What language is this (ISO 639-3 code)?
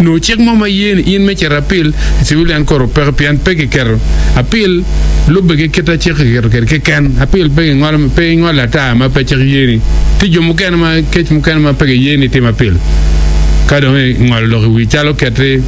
ach